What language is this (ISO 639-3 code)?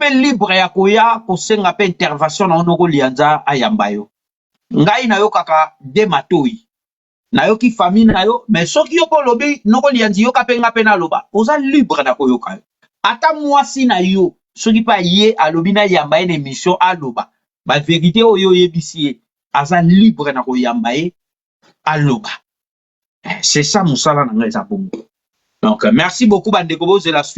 lin